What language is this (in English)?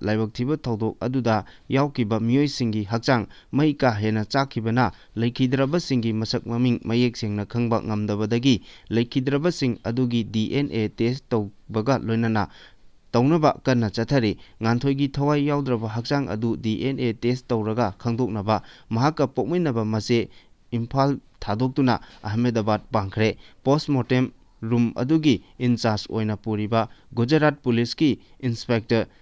Manipuri